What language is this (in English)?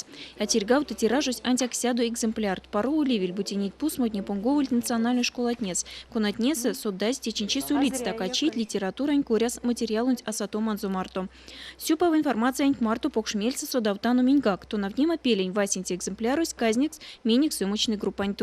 Erzya